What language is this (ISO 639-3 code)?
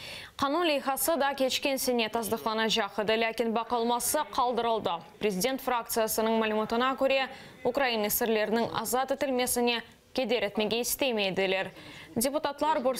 crh